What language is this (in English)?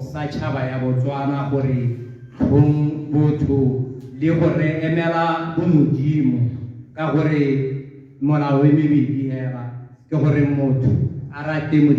Tswana